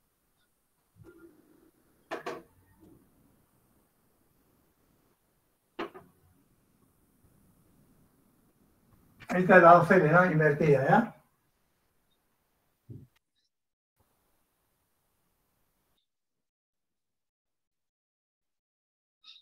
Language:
Spanish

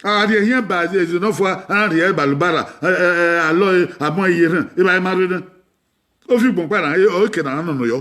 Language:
Bini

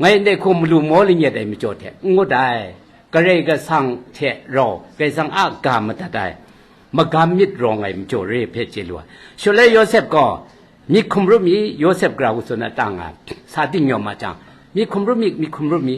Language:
Kachin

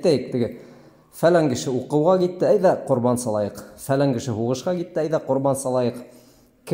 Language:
Bashkir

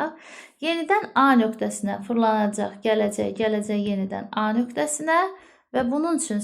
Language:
Azerbaijani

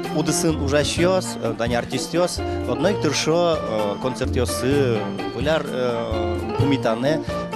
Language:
Udmurt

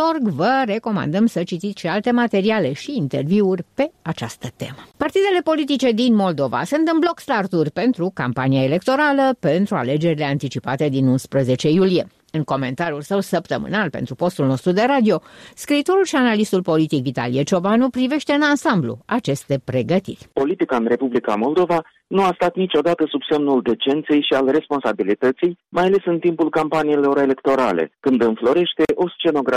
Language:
Romanian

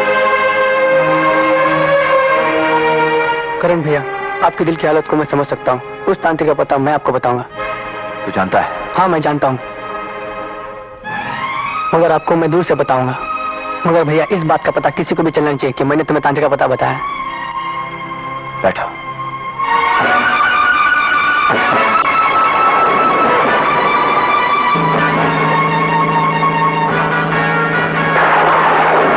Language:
Hindi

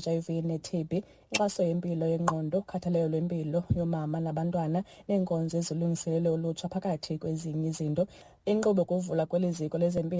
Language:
Xhosa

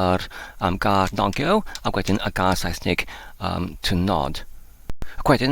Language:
Welsh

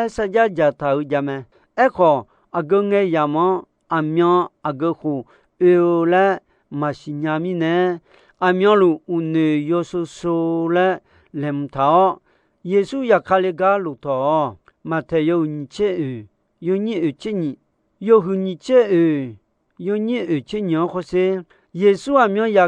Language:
Akha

